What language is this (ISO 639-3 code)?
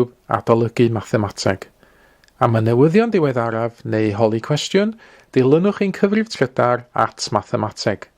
cym